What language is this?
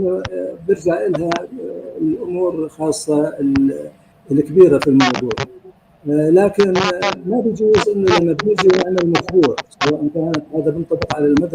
North Levantine Arabic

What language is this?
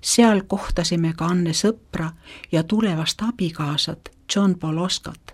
Estonian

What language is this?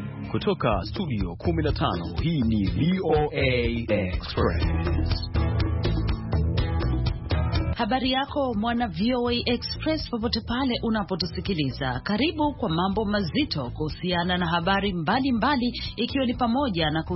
Swahili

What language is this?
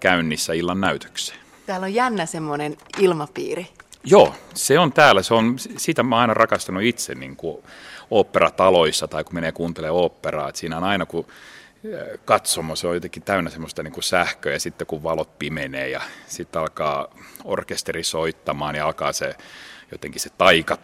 Finnish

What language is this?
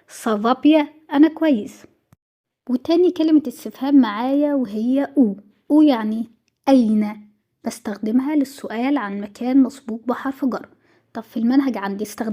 Egyptian Arabic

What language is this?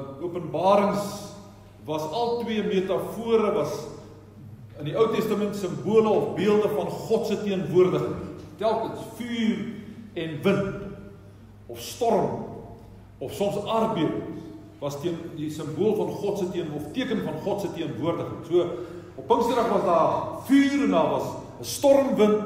Afrikaans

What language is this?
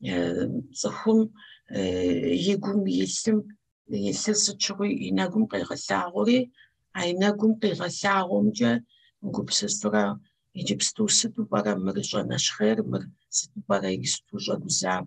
Kabardian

